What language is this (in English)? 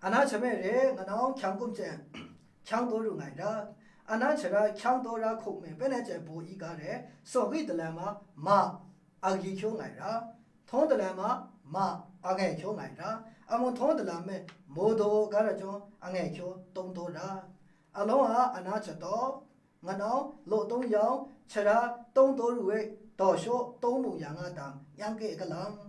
Maru